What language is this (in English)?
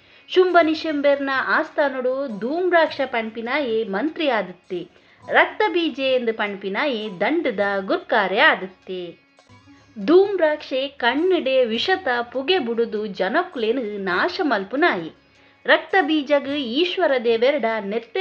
Tulu